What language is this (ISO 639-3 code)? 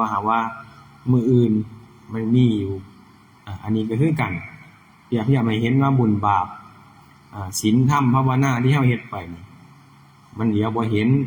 tts